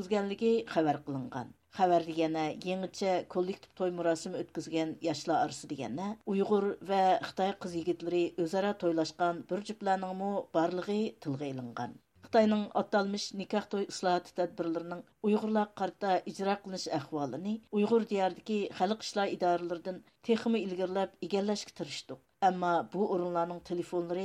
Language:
Uyghur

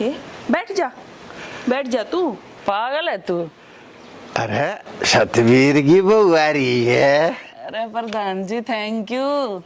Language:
Haryanvi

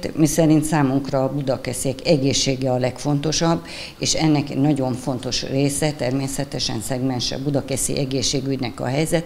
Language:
Hungarian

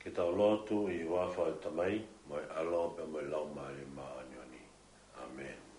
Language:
Tongan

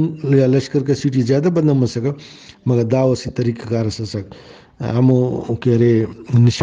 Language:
Brahui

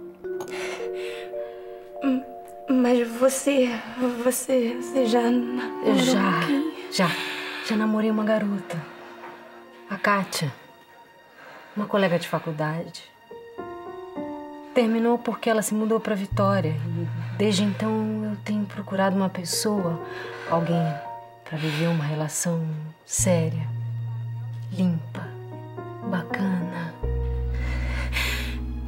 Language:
Portuguese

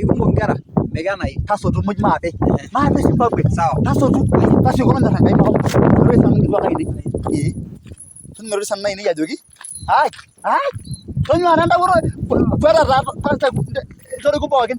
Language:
Masai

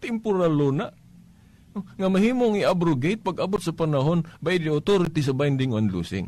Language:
Cebuano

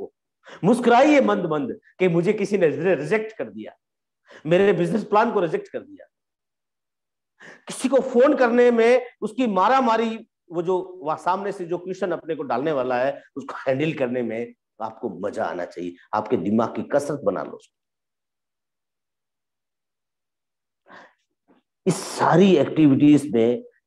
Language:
Hindi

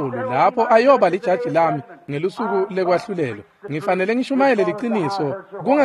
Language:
Swati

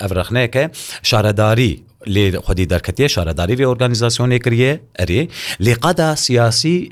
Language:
Kurdish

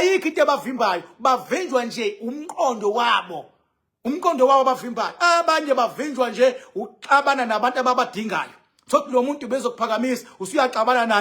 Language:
Zulu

